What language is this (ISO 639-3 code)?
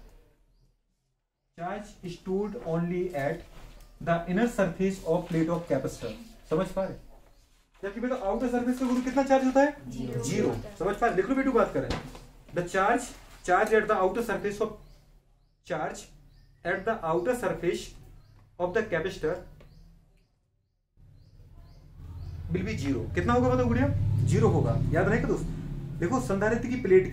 hin